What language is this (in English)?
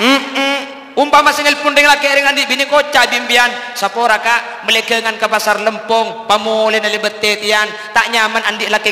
Madurese